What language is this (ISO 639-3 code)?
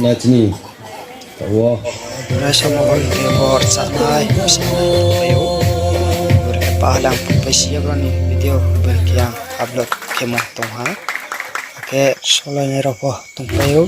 ria